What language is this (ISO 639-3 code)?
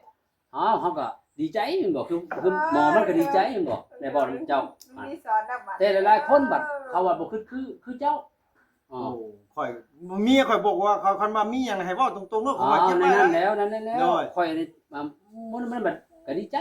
tts